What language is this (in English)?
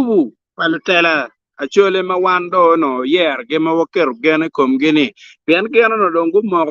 Acoli